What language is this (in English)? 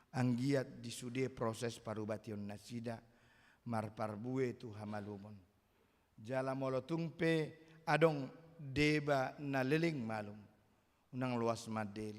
Batak Toba